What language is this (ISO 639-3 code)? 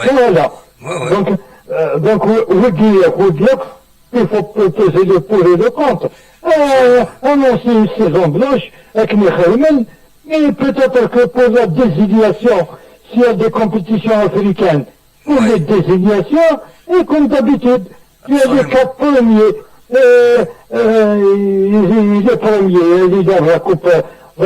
kab